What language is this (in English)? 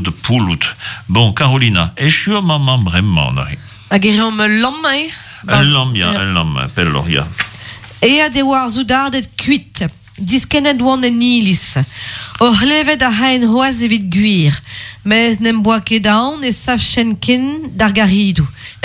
Breton